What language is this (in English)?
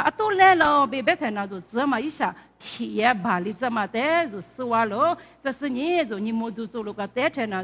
Lisu